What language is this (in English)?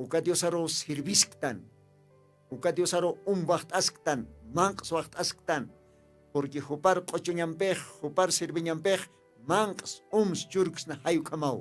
Aymara